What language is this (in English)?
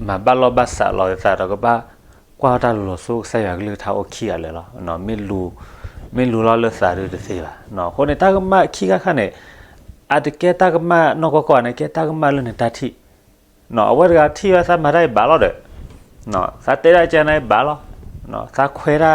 S'gaw Karen